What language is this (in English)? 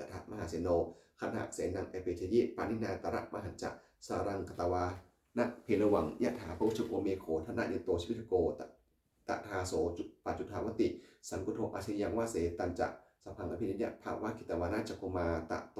Pali